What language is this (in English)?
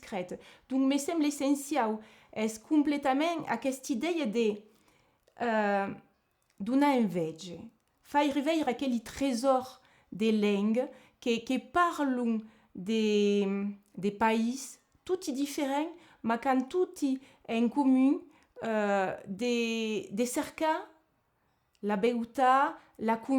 Occitan